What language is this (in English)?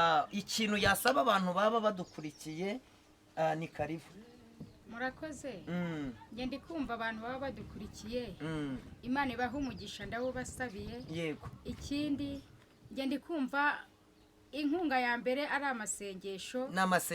Kinyarwanda